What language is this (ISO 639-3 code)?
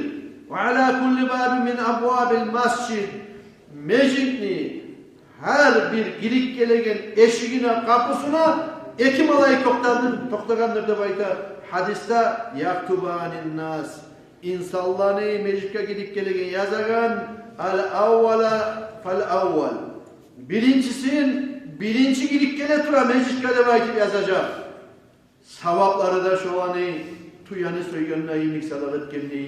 kum